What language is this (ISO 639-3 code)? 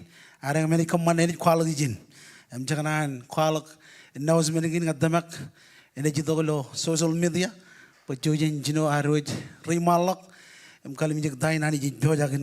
mah